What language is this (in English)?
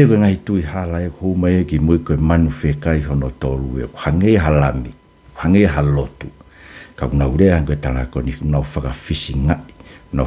Tongan